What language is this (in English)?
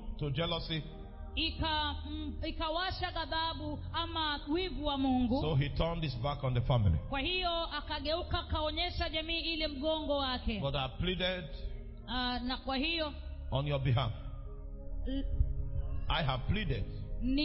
Swahili